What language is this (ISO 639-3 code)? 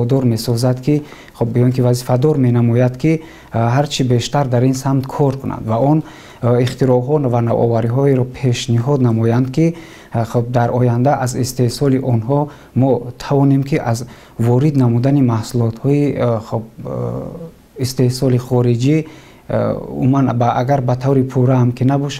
tgk